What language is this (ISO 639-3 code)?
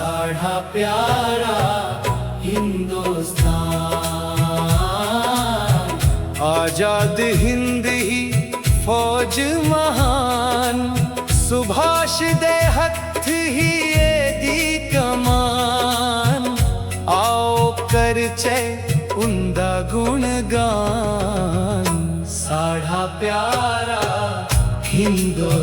doi